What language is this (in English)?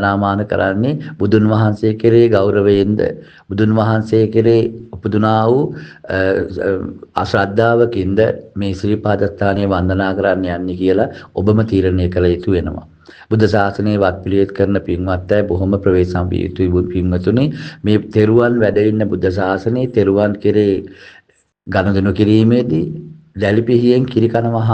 Sinhala